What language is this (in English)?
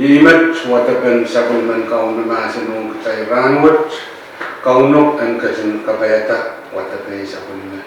Pohnpeian